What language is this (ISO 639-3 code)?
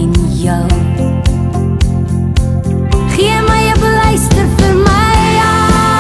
afr